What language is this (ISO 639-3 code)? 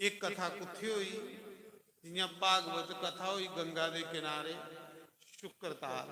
doi